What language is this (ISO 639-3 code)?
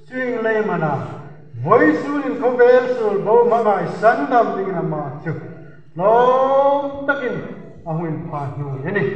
hmr